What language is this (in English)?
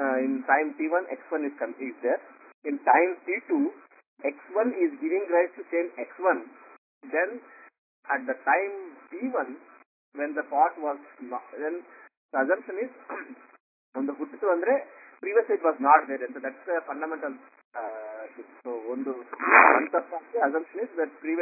Kannada